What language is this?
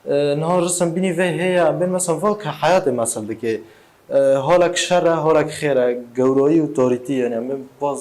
Kurdish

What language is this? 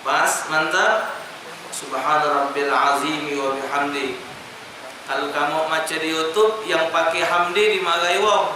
Musi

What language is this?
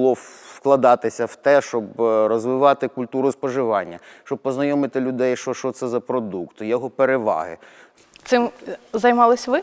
Ukrainian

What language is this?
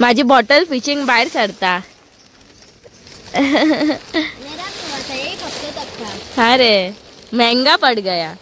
Konkani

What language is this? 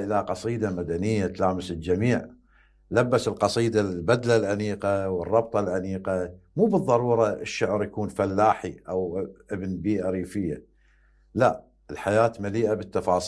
Mesopotamian Arabic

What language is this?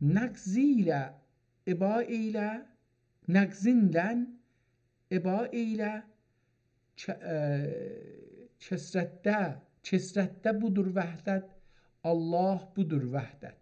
South Azerbaijani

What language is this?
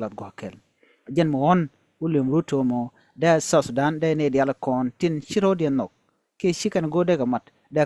Nuer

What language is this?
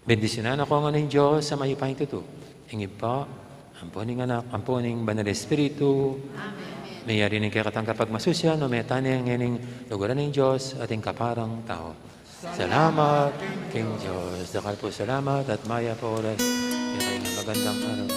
Pampanga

